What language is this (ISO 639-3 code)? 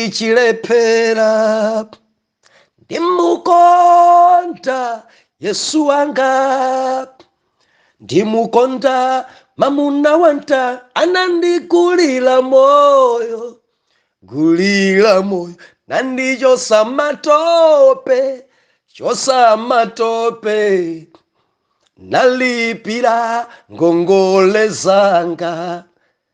nya